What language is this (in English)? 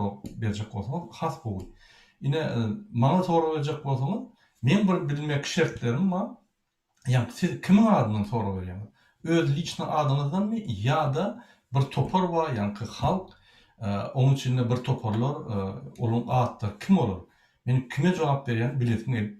Turkmen